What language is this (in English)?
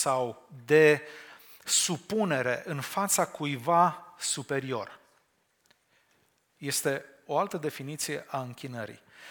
Romanian